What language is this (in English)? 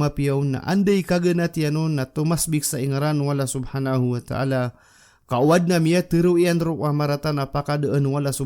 Maranao